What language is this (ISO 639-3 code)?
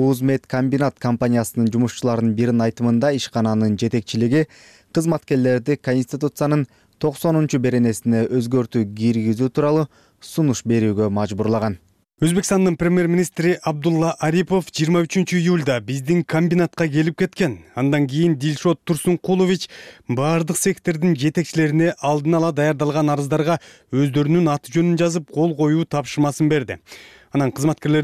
kir